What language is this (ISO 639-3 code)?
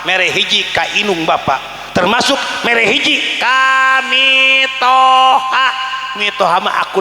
sun